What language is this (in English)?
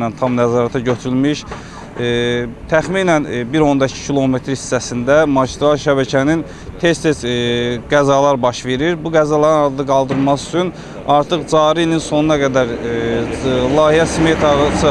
Azerbaijani